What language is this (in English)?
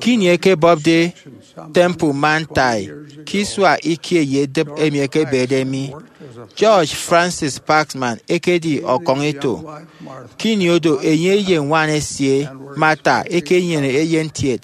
Efik